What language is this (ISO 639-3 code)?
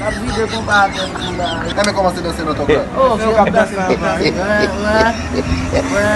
hat